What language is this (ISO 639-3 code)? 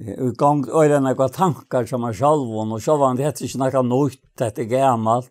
fao